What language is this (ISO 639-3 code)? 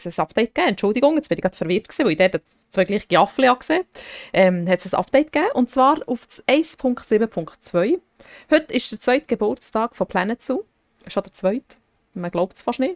gsw